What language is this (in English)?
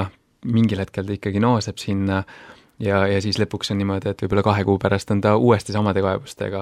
Estonian